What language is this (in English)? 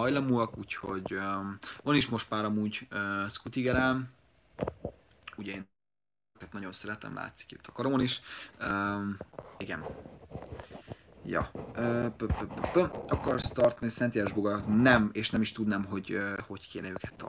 Hungarian